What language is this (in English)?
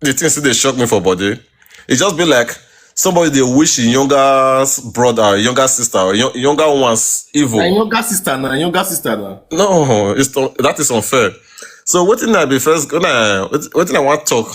Nigerian Pidgin